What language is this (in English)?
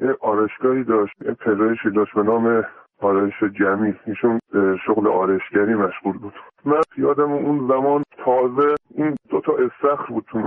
Persian